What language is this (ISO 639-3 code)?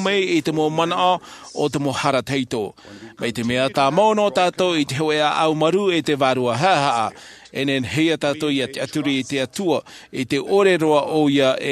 tah